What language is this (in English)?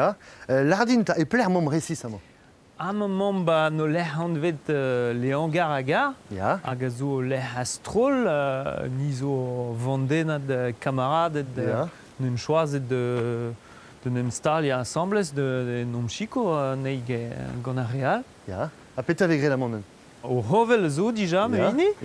Breton